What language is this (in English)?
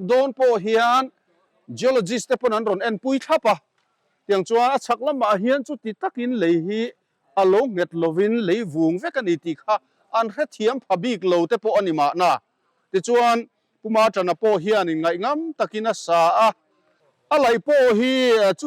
Mizo